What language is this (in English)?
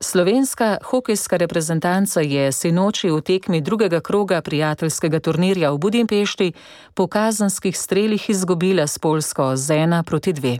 Slovenian